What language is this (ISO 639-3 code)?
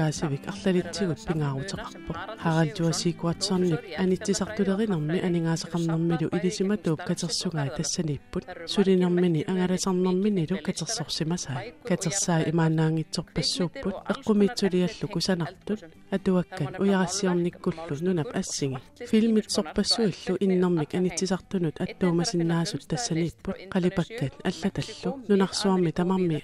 kal